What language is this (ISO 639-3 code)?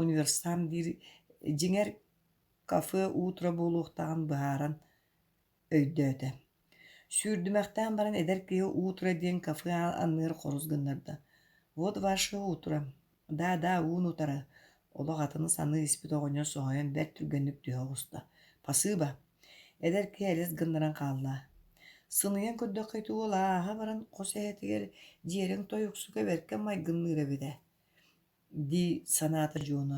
sah